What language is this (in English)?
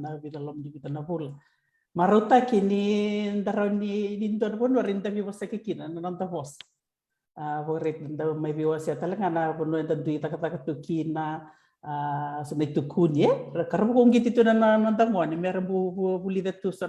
Fijian